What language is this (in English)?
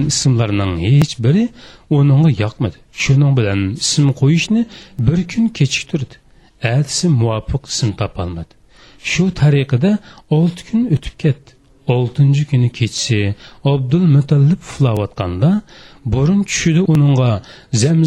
Uyghur